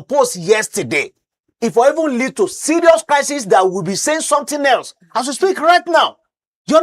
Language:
Nigerian Pidgin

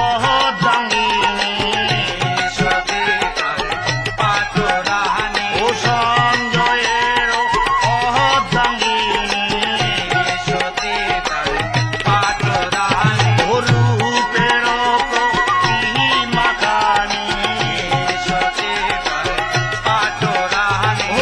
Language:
Bangla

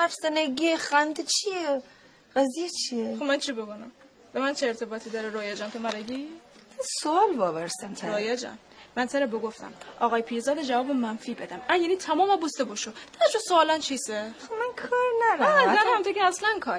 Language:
Gilaki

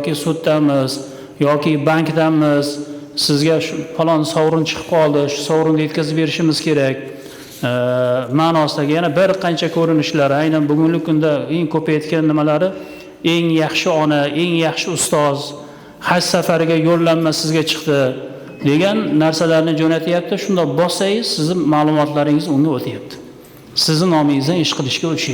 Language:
Uzbek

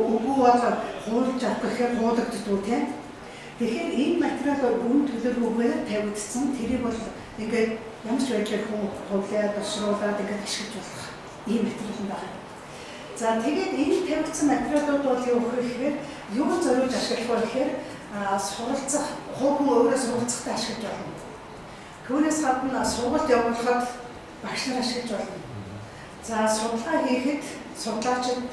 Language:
Mongolian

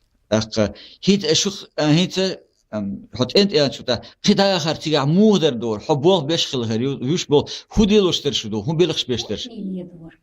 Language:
Chechen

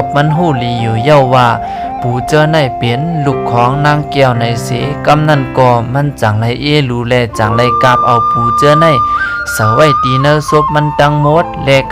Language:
Shan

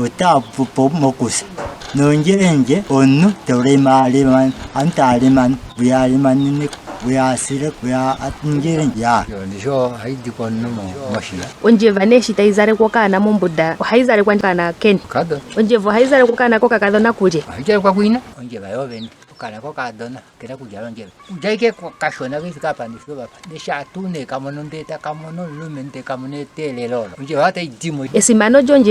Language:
Ndonga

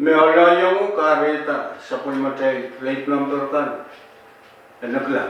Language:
Pohnpeian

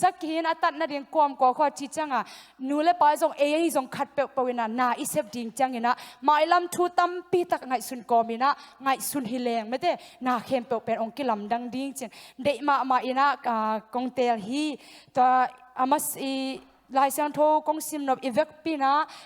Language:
Tedim Chin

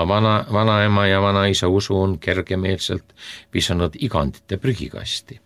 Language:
Estonian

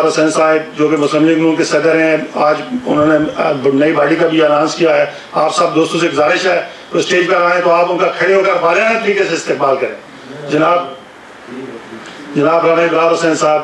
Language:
Urdu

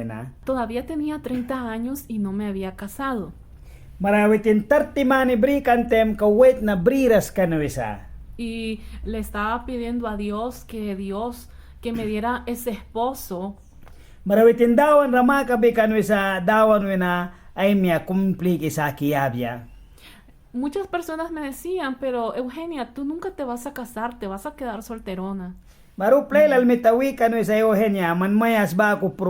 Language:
Mískito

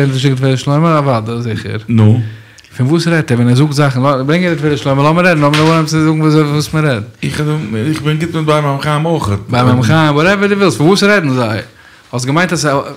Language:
Yiddish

